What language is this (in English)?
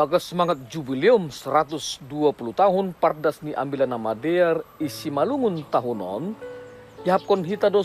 Batak Simalungun